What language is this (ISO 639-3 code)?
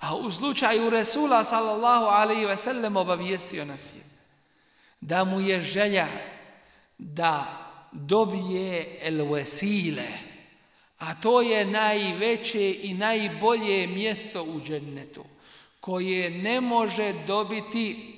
bos